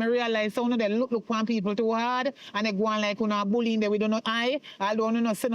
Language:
Jamaican Creole English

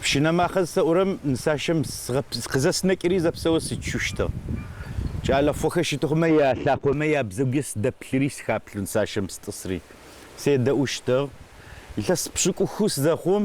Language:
Adyghe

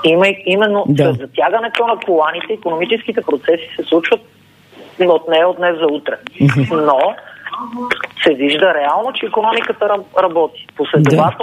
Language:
Bulgarian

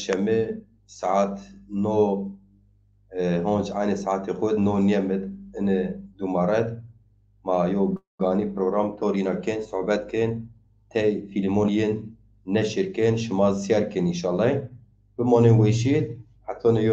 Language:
Zaza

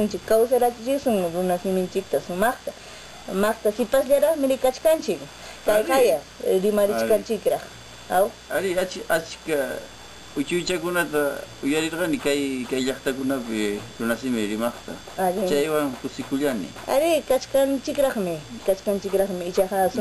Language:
Ayacucho Quechua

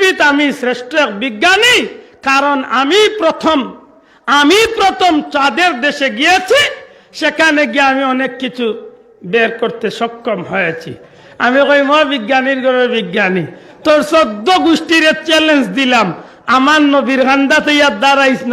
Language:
Sylheti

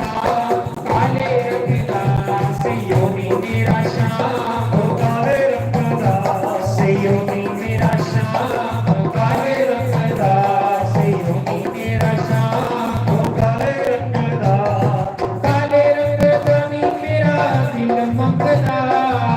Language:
Dogri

